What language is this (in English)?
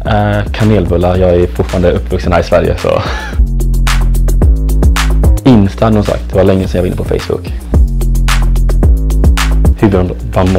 Swedish